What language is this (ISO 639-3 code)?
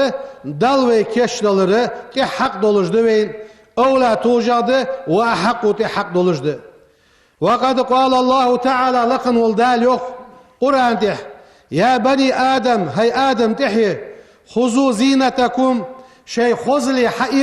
inh